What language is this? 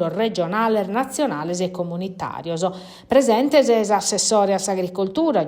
Sardinian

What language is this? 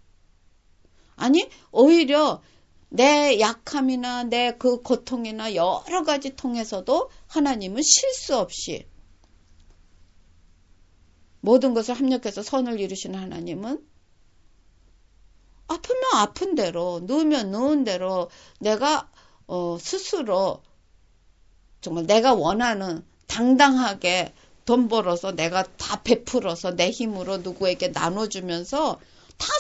Korean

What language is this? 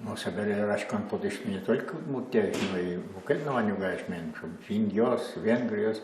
Udmurt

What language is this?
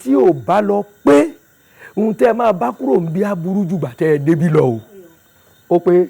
Yoruba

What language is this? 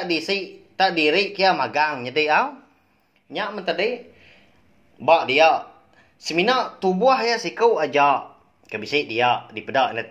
Iban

